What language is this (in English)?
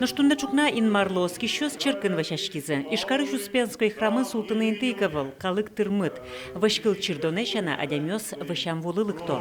Udmurt